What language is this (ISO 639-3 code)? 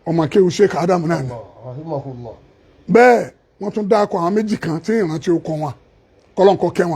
yor